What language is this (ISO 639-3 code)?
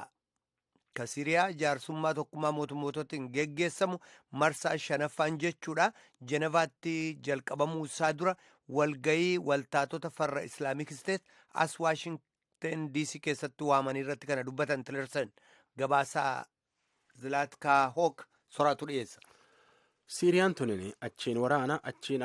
orm